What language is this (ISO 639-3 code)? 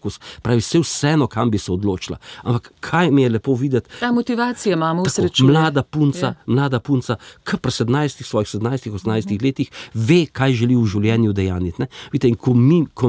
slv